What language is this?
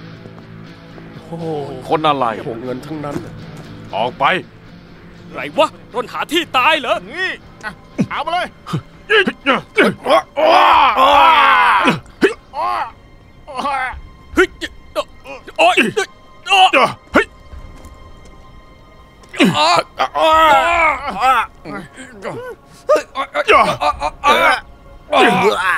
Thai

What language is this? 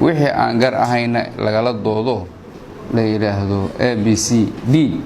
Somali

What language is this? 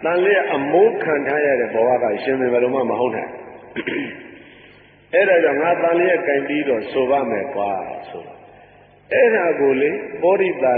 Burmese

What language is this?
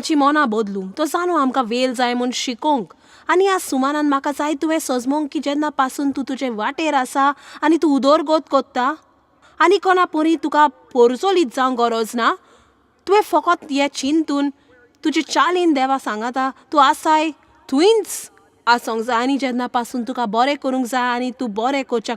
Konkani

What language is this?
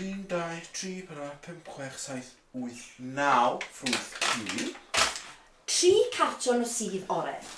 Welsh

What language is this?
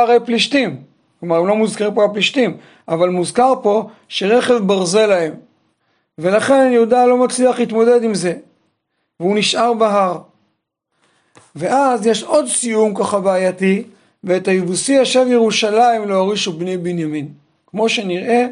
Hebrew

